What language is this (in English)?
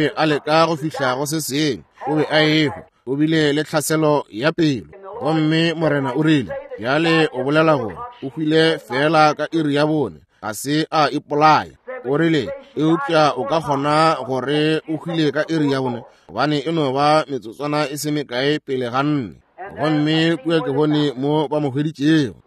Northern Sotho